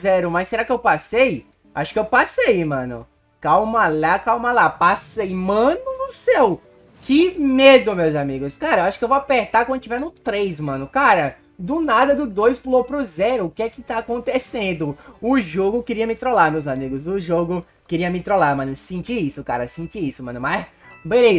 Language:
Portuguese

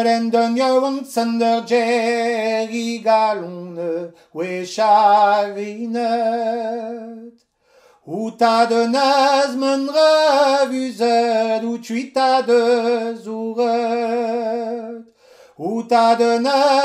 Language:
Breton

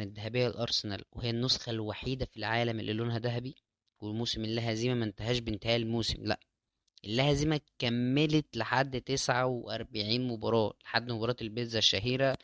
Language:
Egyptian Arabic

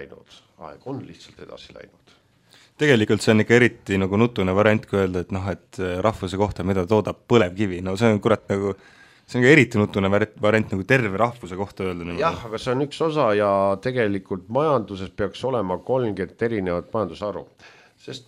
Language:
Estonian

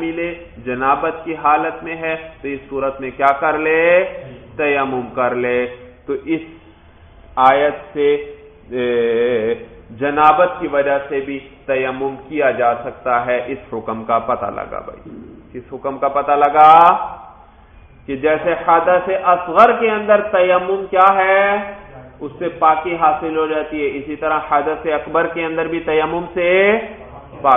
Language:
Urdu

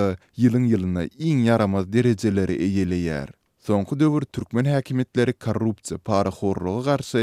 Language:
Turkmen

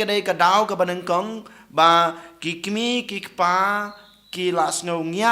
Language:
Khasi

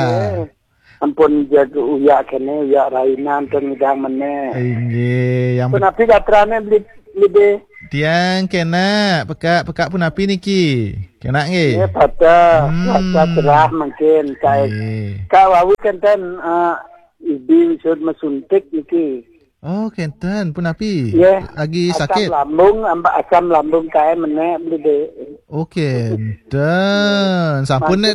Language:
Balinese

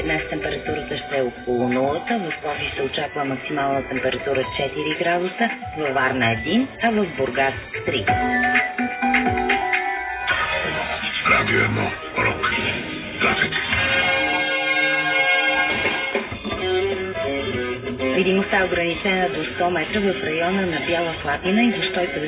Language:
Bulgarian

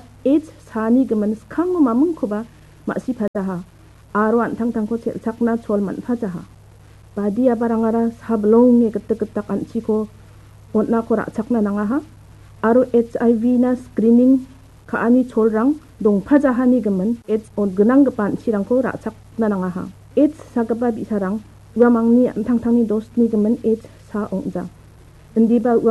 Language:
Garo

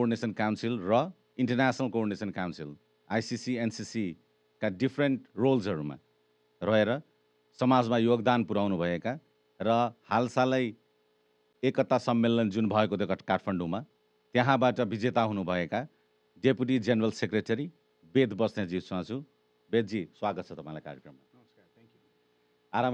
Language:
Nepali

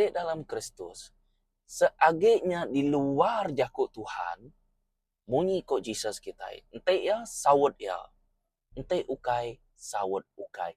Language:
Iban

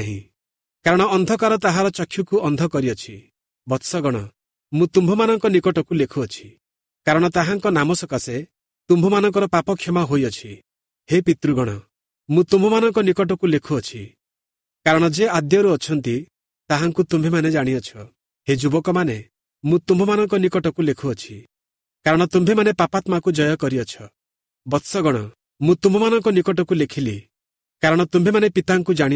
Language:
Odia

